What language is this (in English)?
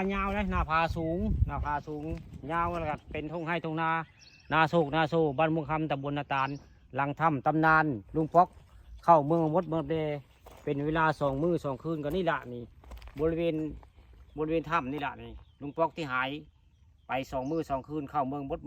Northeastern Thai